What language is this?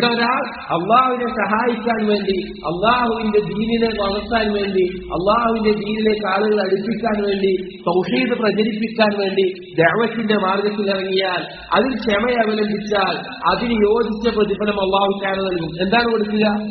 Malayalam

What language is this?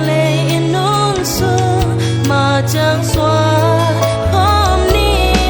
Tedim Chin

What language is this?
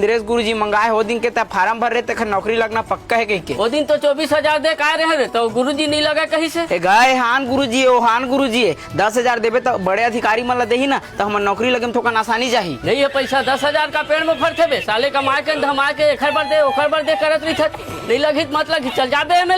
Chhattisgarhi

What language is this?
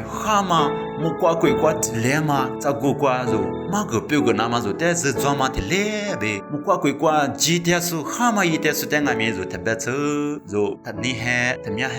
Lisu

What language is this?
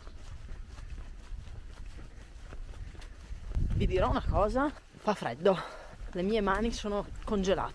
Italian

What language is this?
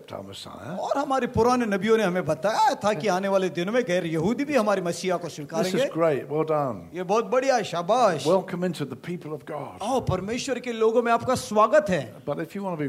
Hindi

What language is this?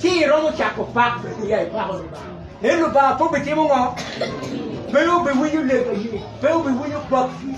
Acoli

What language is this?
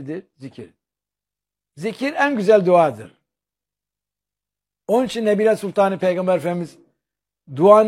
Turkish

